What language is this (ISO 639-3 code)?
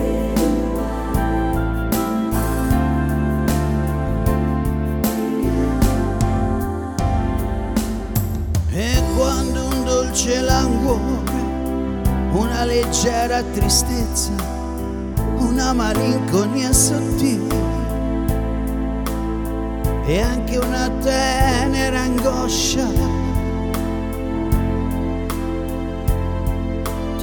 ita